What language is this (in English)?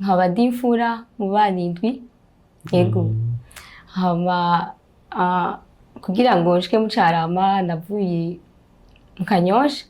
Rundi